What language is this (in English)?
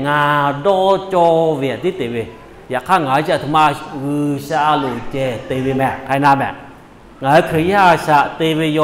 Lahu